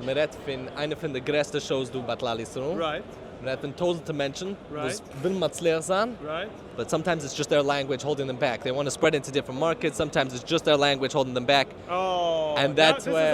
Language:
Yiddish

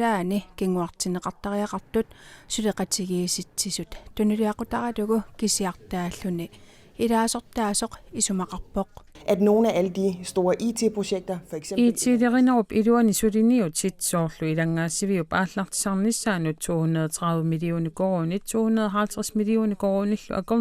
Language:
Kalaallisut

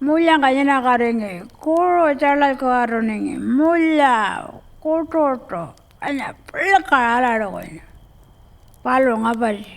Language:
Pitjantjatjara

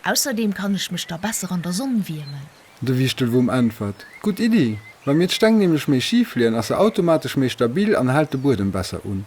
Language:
Luxembourgish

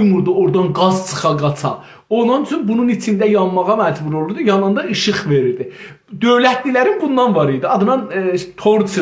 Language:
South Azerbaijani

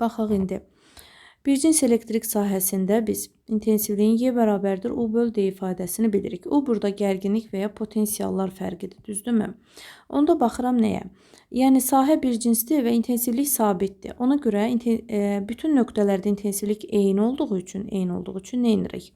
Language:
Azerbaijani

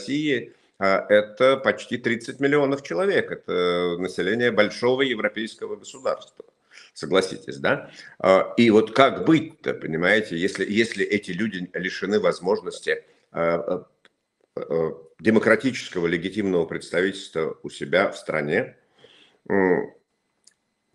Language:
Russian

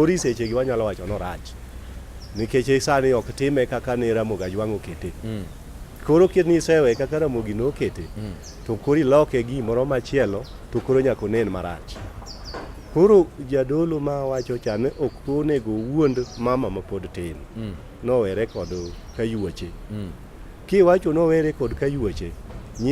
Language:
Luo (Kenya and Tanzania)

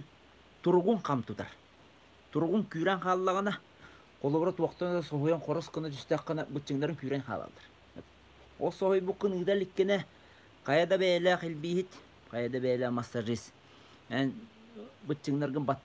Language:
Yakut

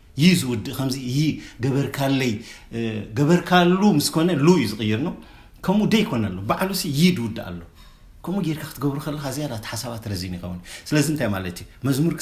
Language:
Tigrinya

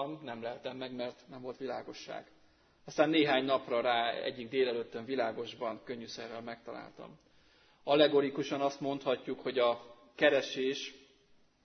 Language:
Hungarian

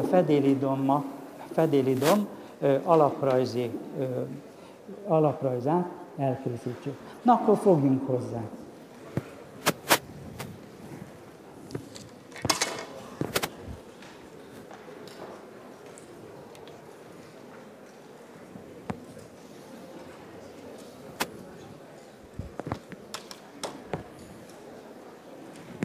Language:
Hungarian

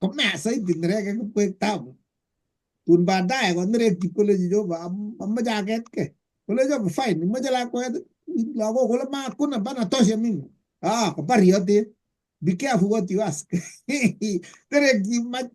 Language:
Kalenjin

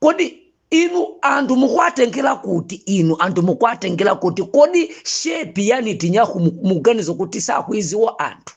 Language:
Nyanja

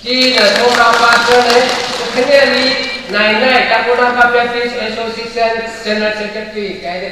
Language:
Tangkhul Naga (India)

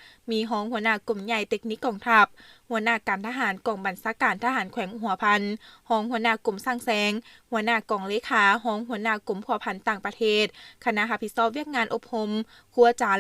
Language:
Lao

